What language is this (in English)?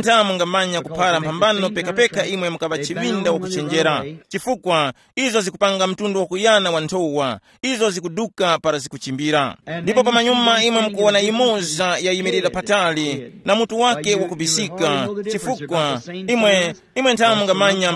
Tumbuka